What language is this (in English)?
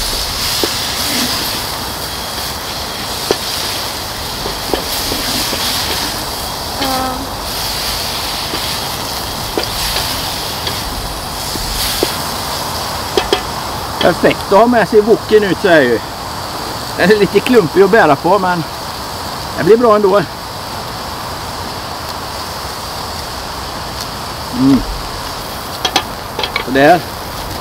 Swedish